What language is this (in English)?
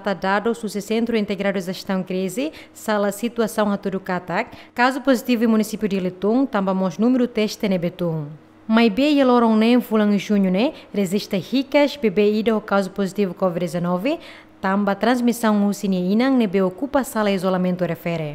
Tetum